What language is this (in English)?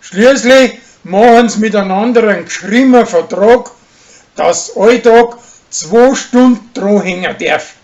Bavarian